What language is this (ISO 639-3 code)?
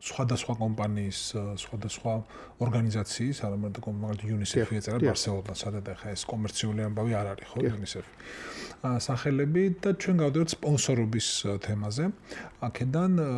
kat